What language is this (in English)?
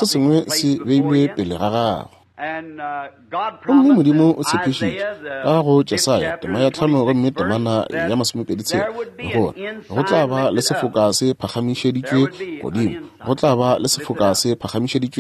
Northern Sotho